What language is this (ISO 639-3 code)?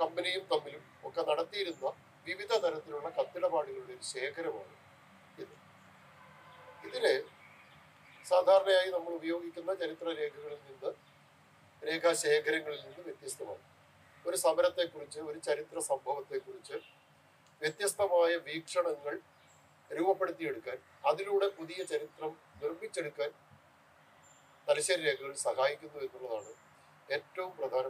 mal